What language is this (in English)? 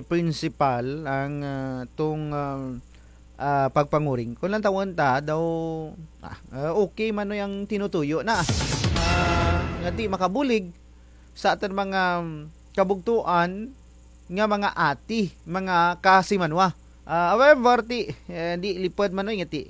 Kinaray-a